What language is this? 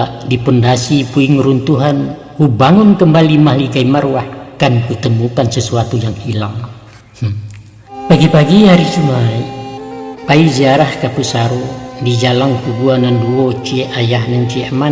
Minangkabau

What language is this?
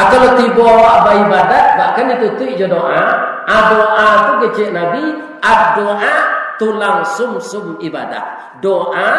Minangkabau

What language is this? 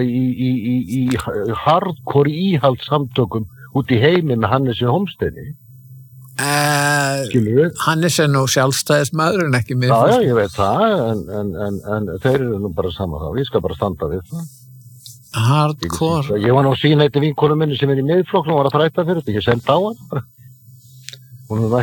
Icelandic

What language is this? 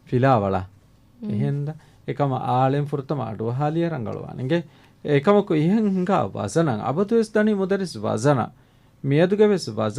Divehi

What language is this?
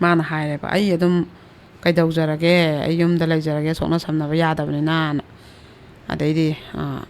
Manipuri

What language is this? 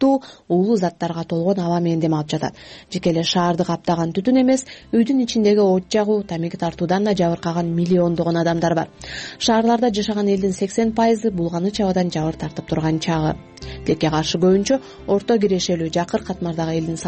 Kyrgyz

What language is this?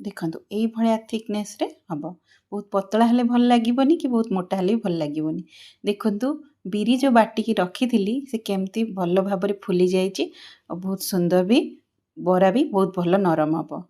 Odia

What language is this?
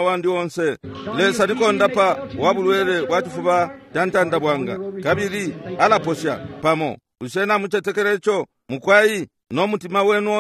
Bemba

